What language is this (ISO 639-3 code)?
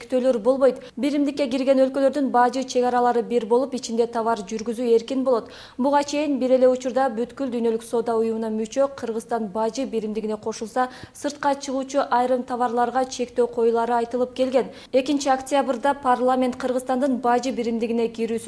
kir